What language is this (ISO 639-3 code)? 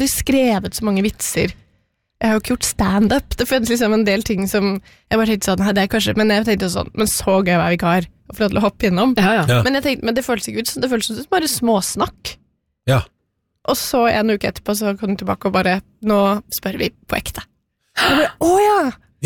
nor